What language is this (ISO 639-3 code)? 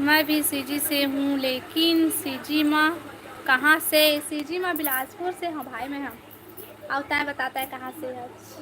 hne